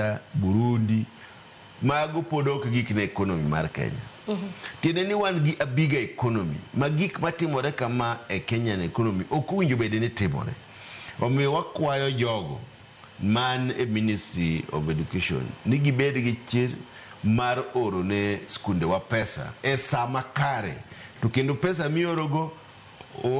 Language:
Luo (Kenya and Tanzania)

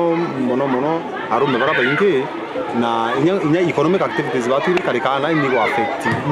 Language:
Meru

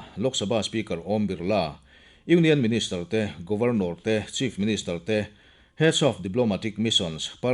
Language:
Mizo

